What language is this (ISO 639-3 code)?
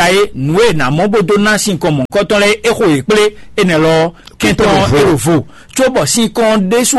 fon